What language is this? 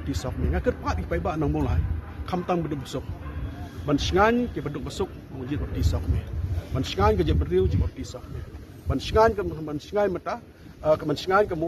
Khasi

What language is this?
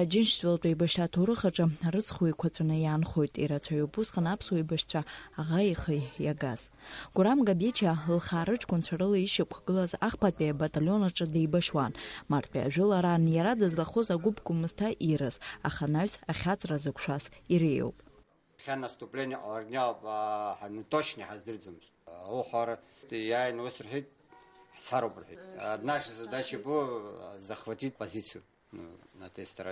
Abkhazian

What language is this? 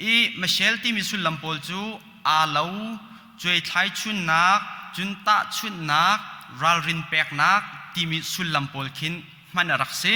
Hakha Chin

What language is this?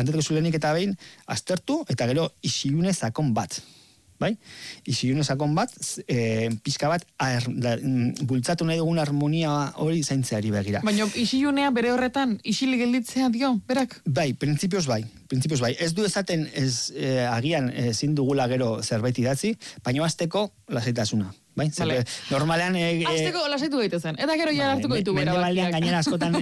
Basque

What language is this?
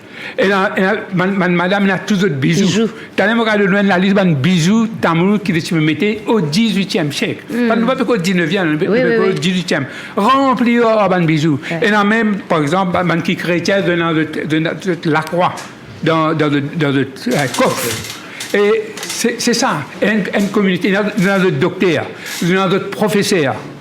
Morisyen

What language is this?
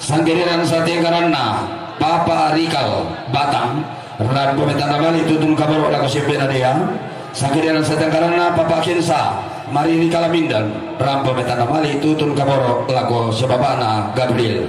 Toraja-Sa'dan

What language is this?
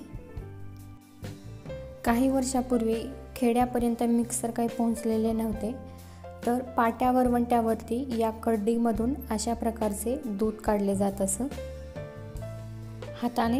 Marathi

